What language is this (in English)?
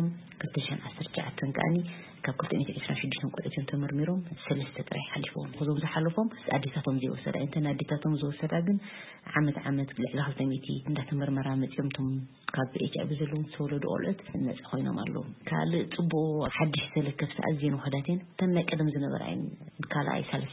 Tigrinya